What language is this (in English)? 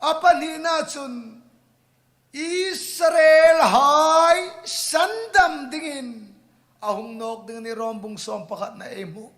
Hmar